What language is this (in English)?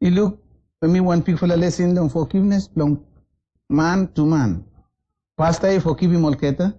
Bislama